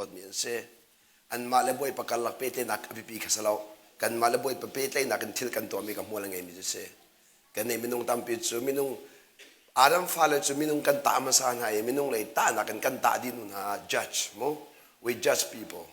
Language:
Hakha Chin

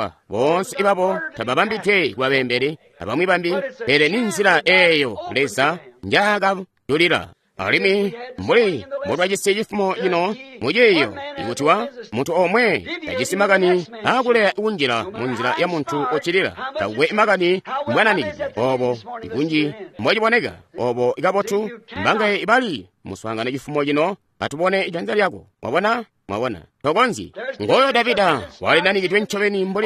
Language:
Tonga (Zambia)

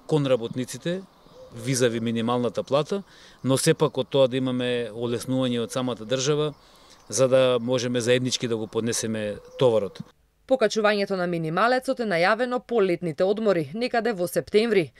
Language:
Macedonian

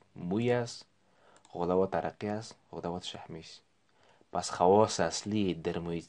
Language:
Persian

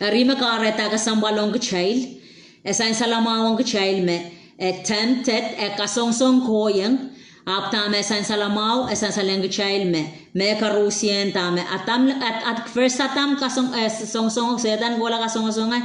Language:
Pohnpeian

